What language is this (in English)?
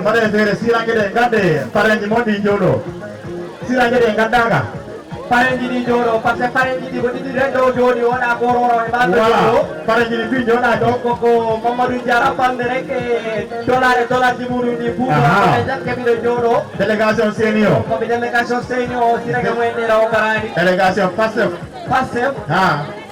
Fula